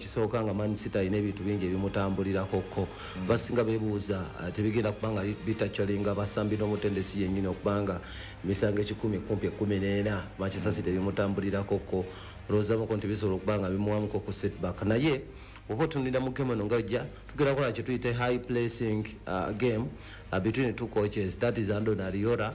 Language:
Ganda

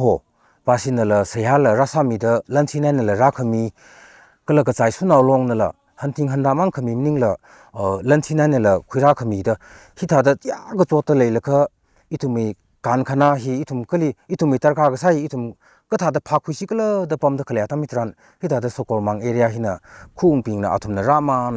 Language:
Tangkhul Naga (India)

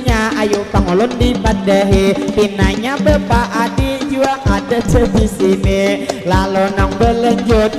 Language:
Banjar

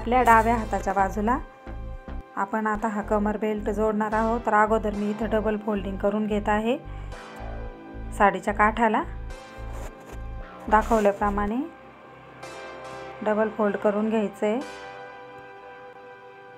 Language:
Marathi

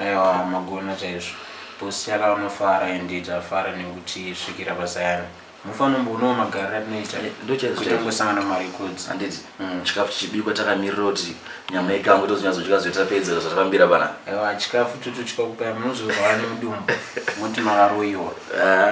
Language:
Shona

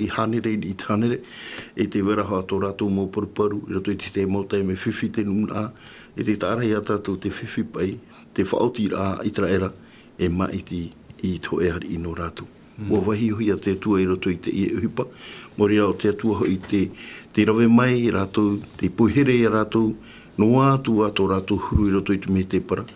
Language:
Tahitian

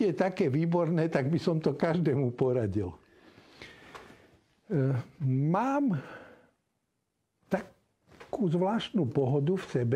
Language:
Slovak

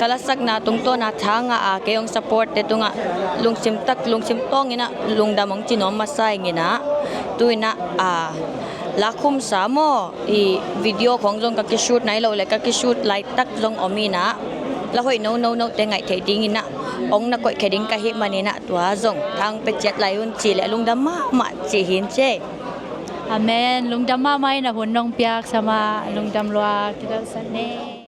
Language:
Tedim Chin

